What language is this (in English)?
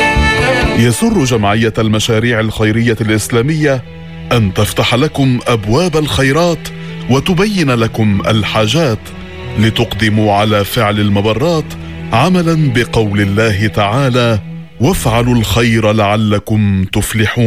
Arabic